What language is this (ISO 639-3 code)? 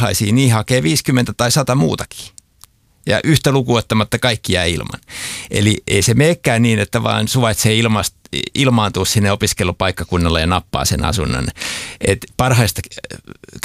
fin